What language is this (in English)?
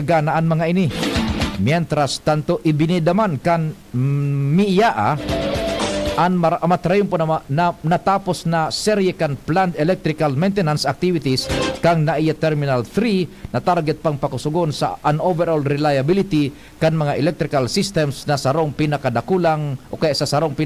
Bikol